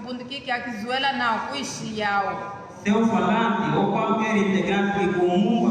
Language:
Kimbundu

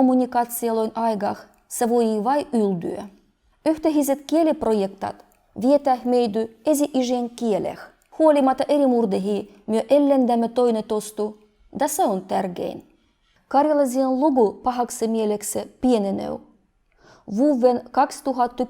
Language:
Livvi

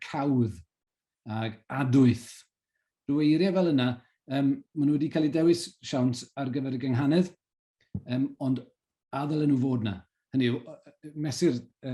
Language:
Welsh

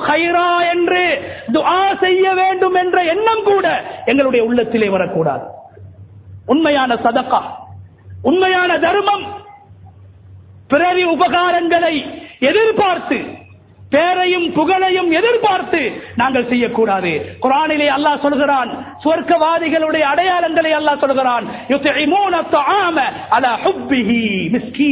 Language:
Tamil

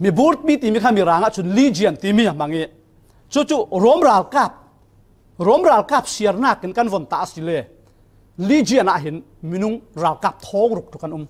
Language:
Falam Chin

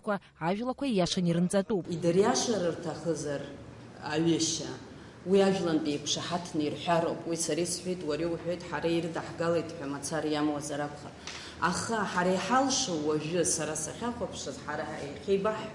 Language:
Abkhazian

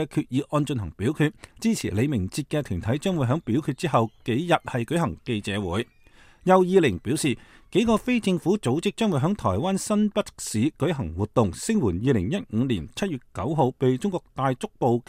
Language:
Cantonese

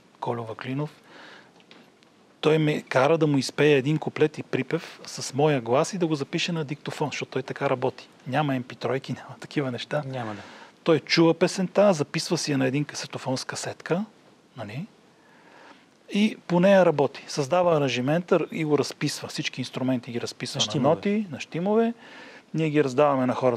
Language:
Bulgarian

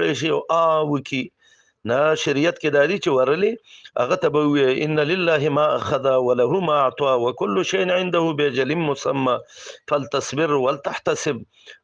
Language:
Pashto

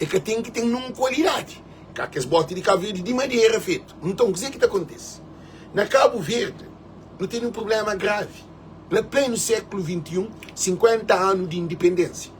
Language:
Kabuverdianu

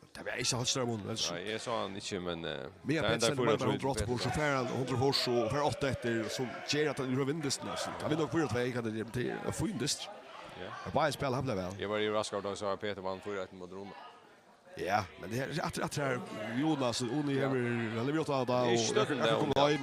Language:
Faroese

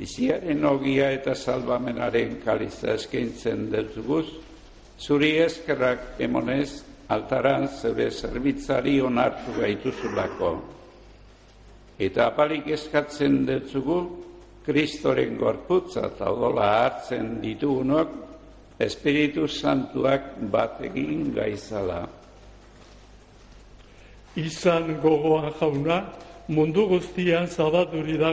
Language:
Basque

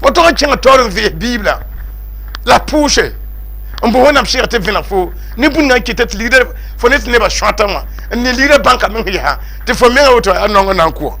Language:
Mossi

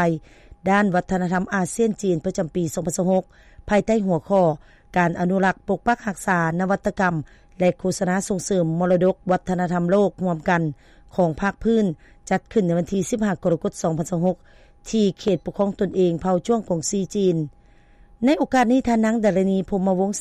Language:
Lao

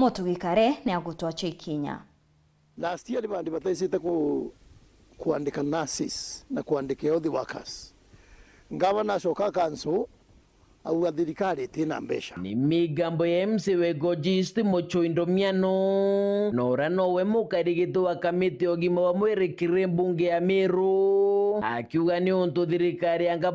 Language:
Meru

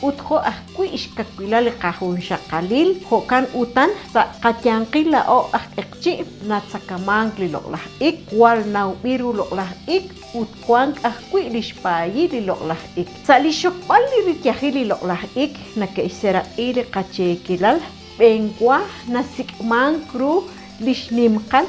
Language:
Kekchí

